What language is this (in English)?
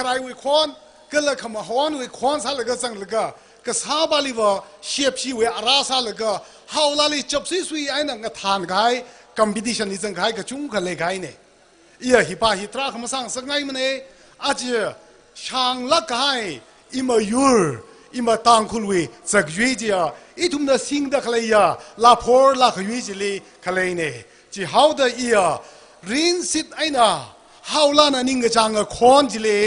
Tangkhul Naga (India)